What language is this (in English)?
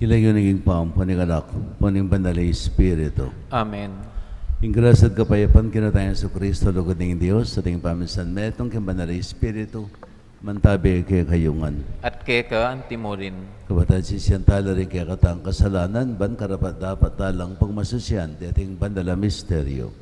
Pampanga